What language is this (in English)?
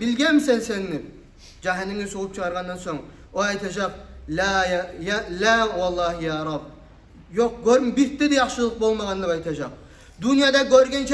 Kumyk